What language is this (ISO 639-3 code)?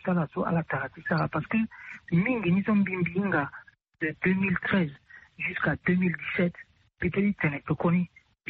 sag